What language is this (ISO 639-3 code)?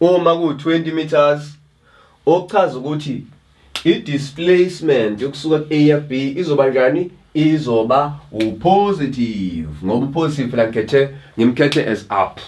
zul